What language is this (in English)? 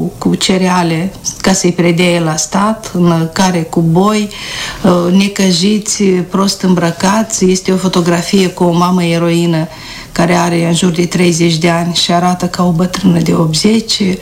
Romanian